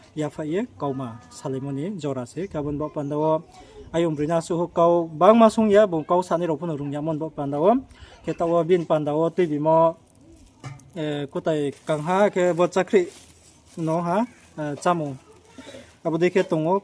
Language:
Riang (India)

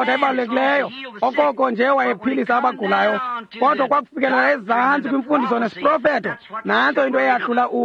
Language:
Xhosa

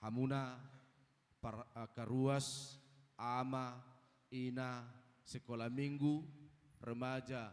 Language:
Batak Toba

